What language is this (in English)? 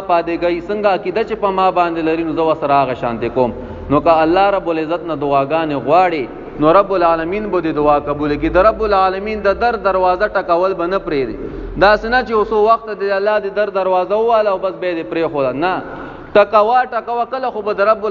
Pashto